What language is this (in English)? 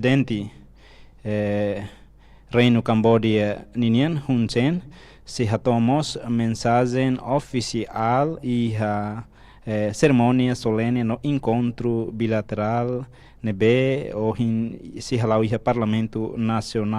Tetum